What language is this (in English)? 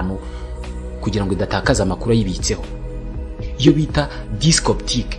Kinyarwanda